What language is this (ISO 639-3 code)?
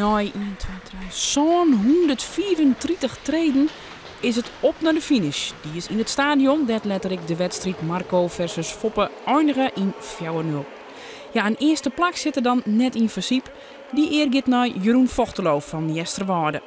fry